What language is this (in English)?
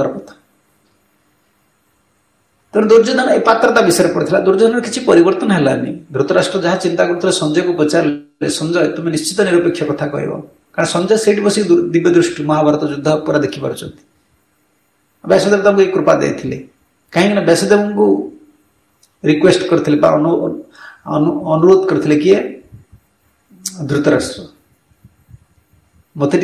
Odia